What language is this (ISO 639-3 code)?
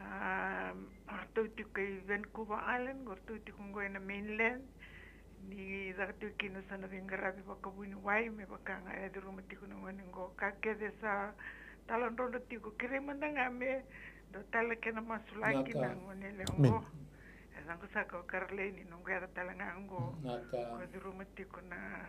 fij